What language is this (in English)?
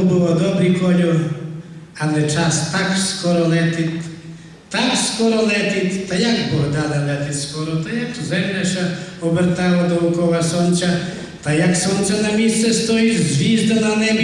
Rusyn